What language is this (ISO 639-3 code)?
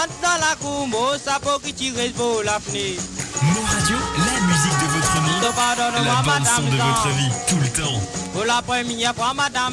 mfe